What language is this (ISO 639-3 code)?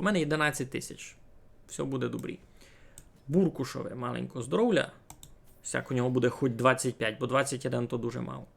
rue